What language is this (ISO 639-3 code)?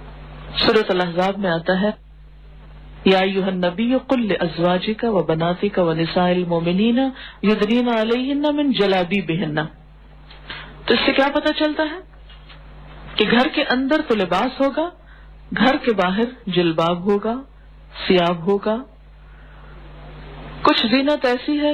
urd